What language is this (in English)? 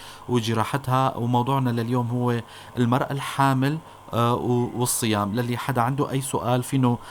North Levantine Arabic